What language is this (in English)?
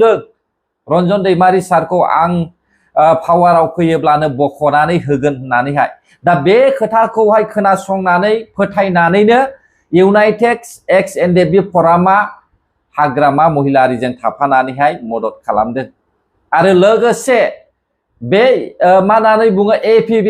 Bodo